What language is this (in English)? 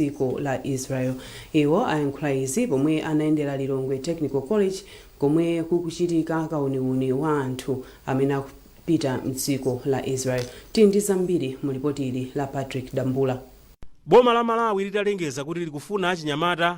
Nyanja